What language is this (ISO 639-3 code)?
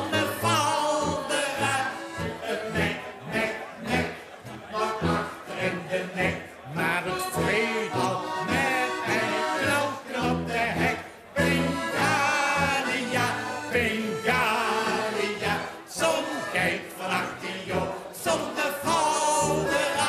lim